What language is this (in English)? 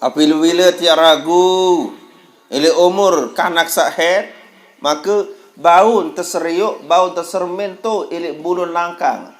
Sasak